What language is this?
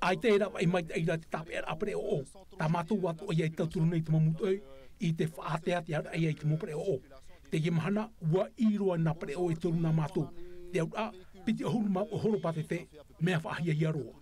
Tahitian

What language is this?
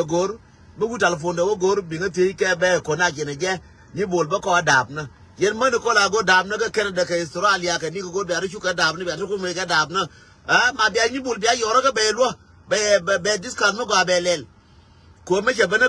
Nuer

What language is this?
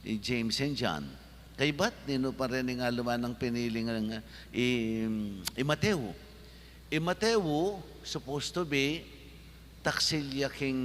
Pampanga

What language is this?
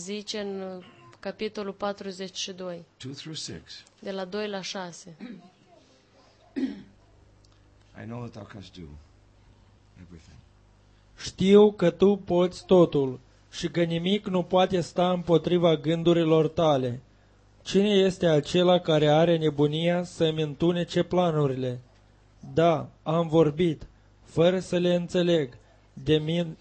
Romanian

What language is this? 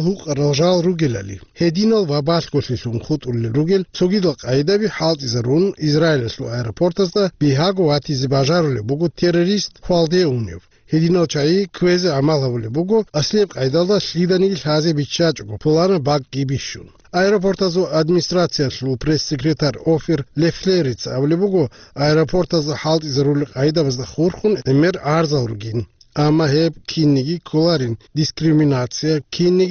Avaric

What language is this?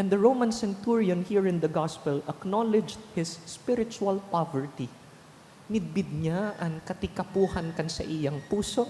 Bikol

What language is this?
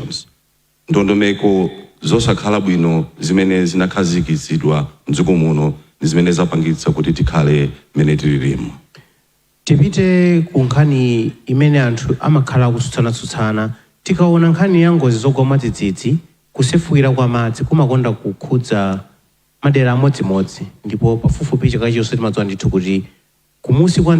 Nyanja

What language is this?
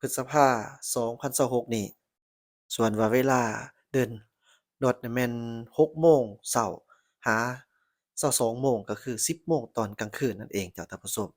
Lao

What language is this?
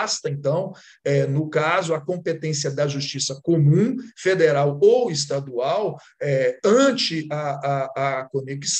Portuguese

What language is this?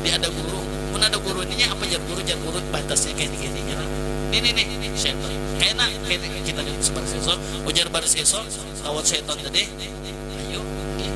Banjar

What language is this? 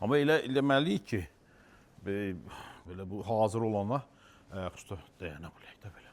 Azerbaijani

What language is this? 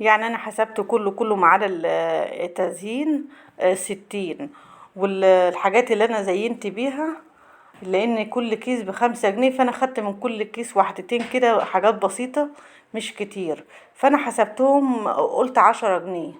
Egyptian Arabic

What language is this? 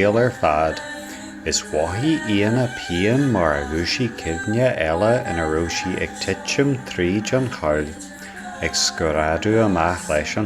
Irish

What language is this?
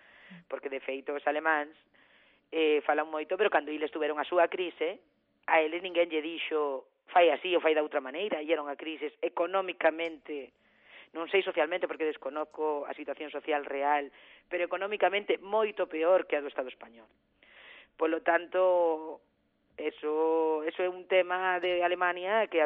Galician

